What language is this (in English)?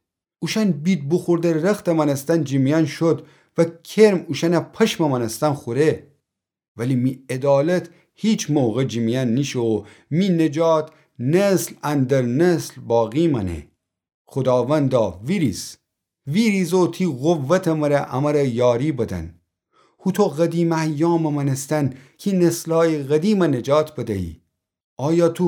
Gilaki